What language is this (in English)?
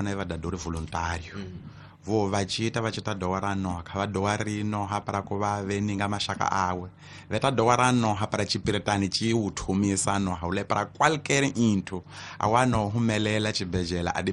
Tsonga